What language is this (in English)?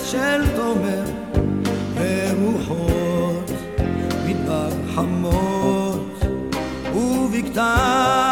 Hebrew